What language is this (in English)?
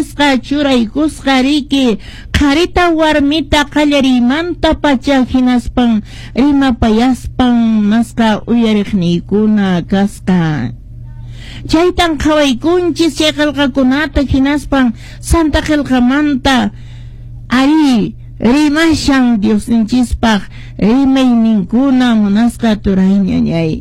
Quechua